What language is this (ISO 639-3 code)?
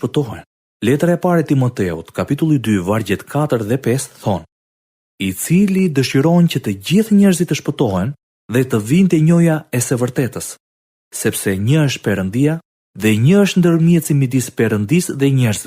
sqi